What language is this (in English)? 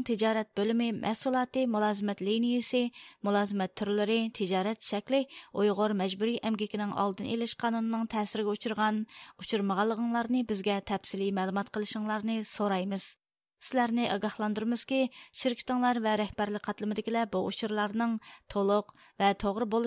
Uyghur